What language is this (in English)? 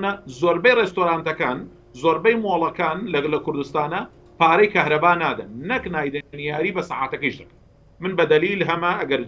Central Kurdish